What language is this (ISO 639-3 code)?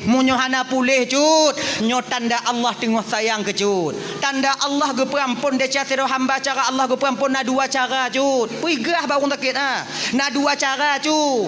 ace